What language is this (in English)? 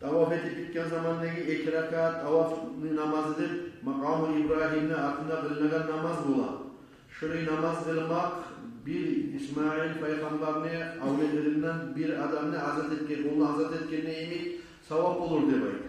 Kumyk